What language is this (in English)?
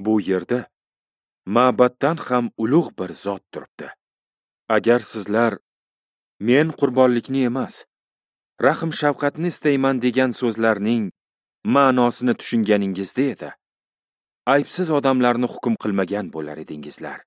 Uzbek